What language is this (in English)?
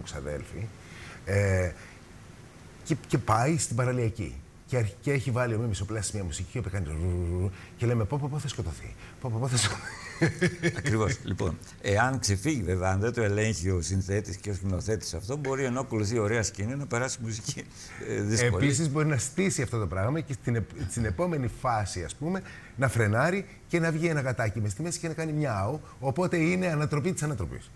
Greek